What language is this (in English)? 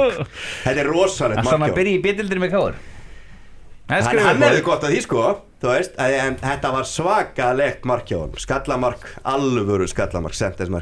Icelandic